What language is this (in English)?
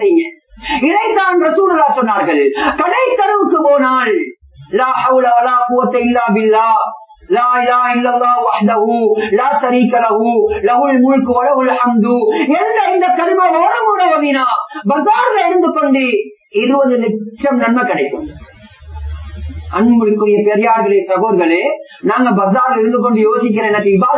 Tamil